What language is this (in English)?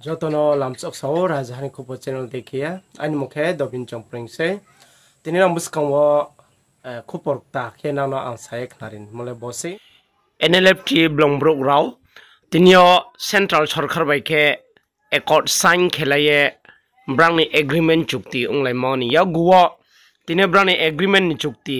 Riang (India)